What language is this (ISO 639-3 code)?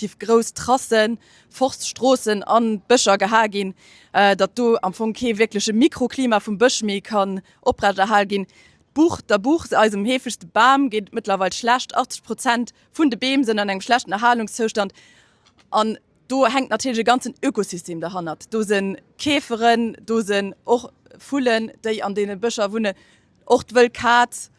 ltz